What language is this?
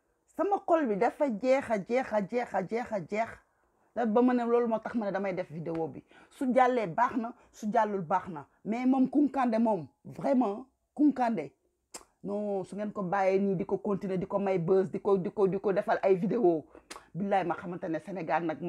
Wolof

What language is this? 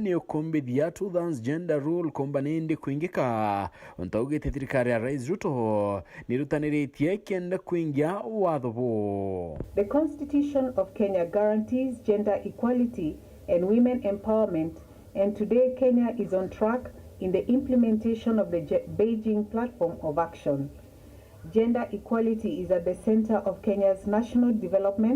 Meru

